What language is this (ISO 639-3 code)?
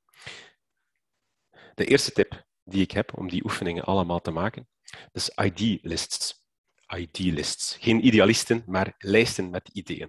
nld